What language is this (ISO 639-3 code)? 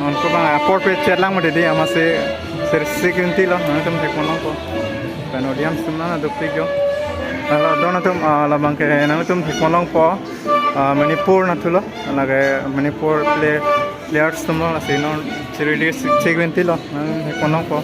mjw